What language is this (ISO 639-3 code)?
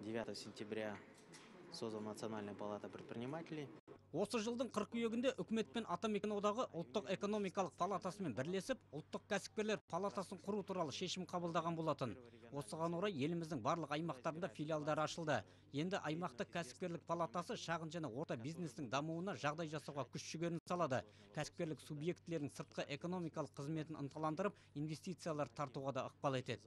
kaz